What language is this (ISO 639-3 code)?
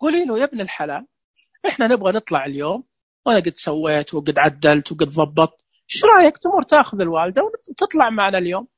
ars